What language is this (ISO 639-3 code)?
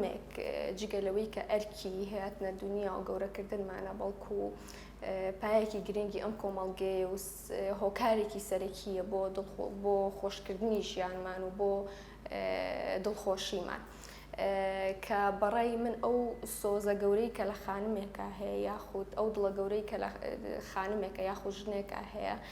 ckb